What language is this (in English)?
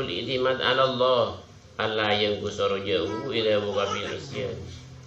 Madurese